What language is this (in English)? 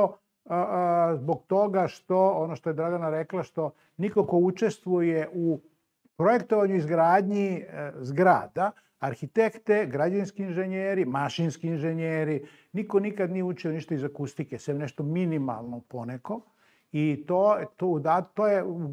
Serbian